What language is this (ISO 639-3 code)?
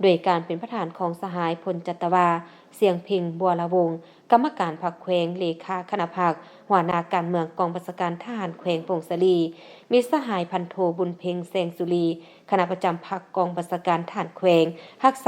lao